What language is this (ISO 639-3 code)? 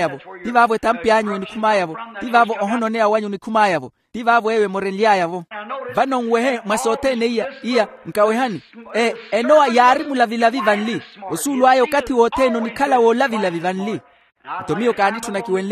vmw